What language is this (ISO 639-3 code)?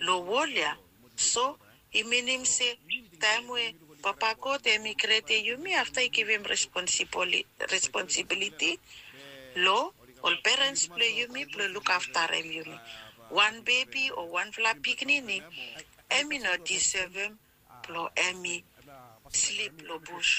bis